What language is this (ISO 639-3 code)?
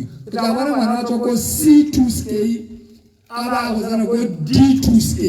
tsn